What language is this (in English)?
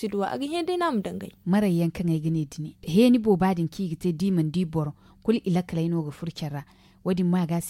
Zarma